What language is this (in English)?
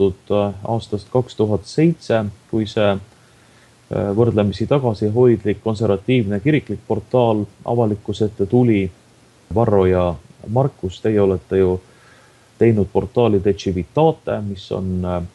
Estonian